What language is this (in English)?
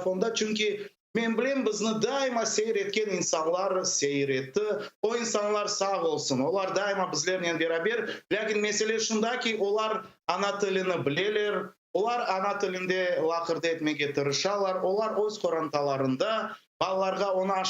Crimean Tatar